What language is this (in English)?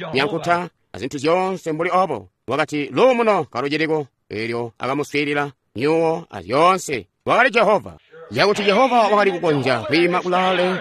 Tonga (Zambia)